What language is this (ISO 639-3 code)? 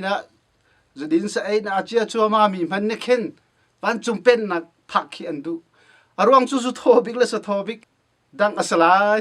cnh